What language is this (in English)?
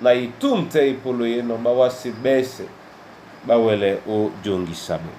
Duala